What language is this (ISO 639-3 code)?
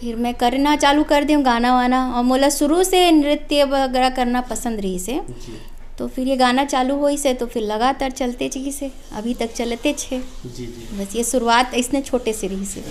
hne